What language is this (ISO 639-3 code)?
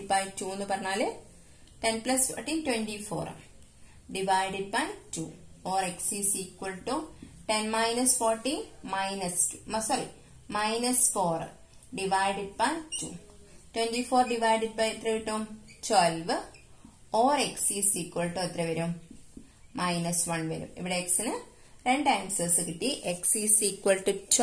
mal